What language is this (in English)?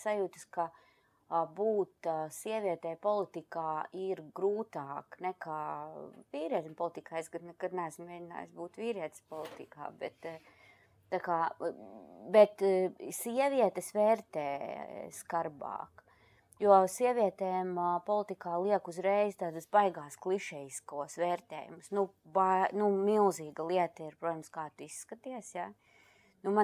Latvian